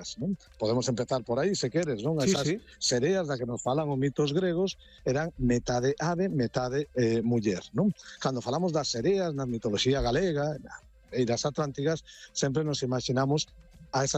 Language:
Galician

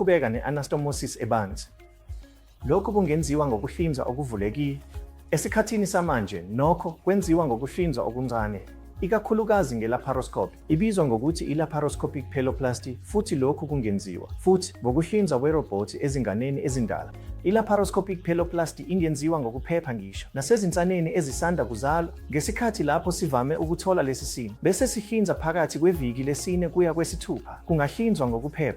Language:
Zulu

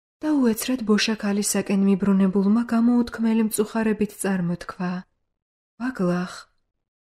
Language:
Georgian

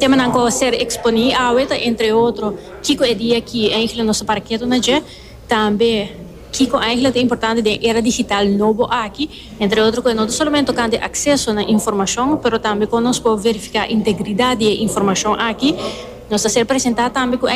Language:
Papiamento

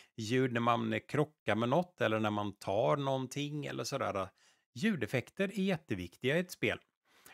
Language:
Swedish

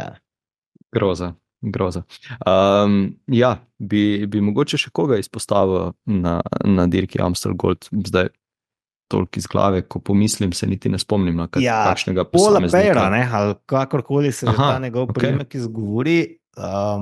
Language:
Slovenian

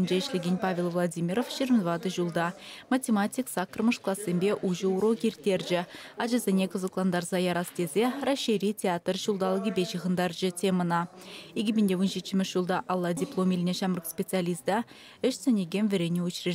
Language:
Chuvash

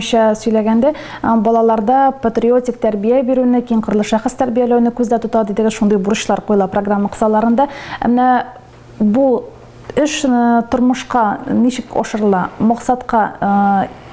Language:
Tatar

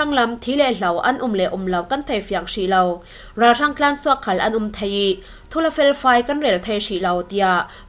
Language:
Falam Chin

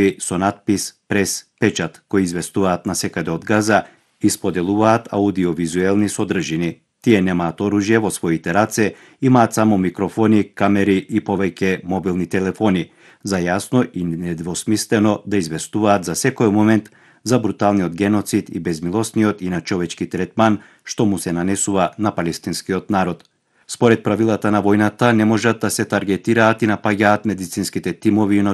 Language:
Macedonian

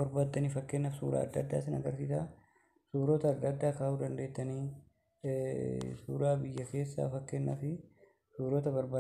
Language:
Oromo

